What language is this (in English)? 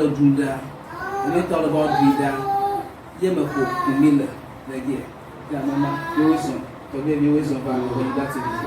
Ewe